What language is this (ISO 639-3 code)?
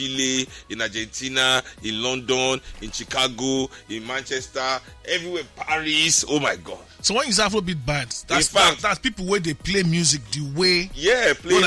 pcm